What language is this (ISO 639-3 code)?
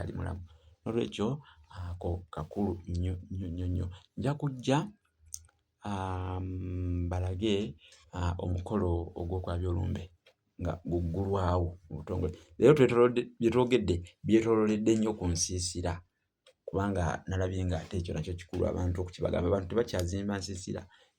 lug